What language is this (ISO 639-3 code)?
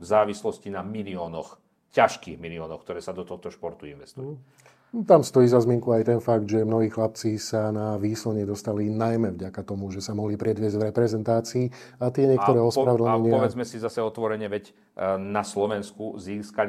slk